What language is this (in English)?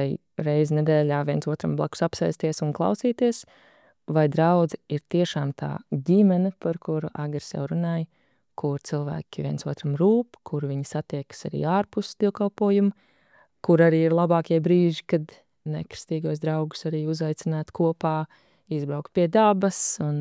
Latvian